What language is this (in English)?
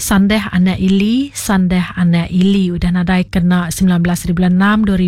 Iban